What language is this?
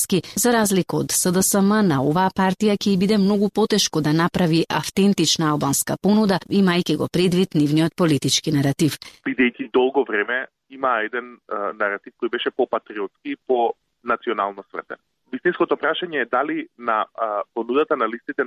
Macedonian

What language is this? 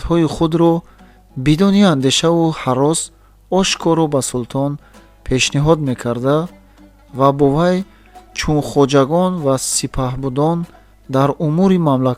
Tajik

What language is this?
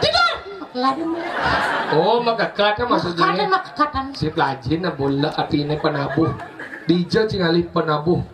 Balinese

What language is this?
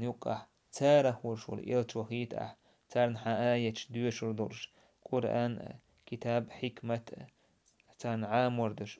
Chechen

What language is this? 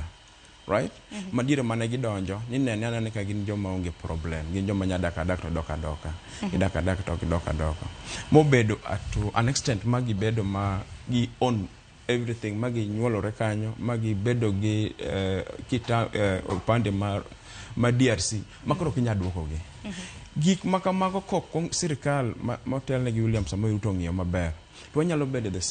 Luo (Kenya and Tanzania)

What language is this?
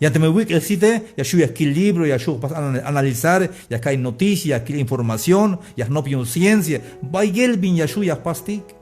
Tzeltal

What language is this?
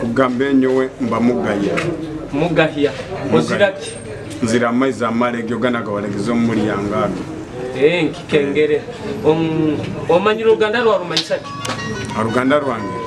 Nyoro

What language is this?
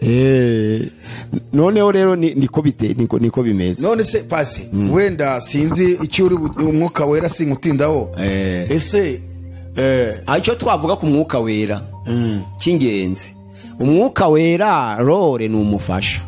Kinyarwanda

